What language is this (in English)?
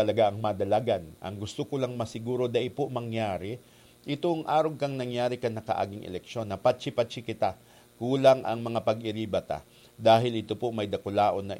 Bikol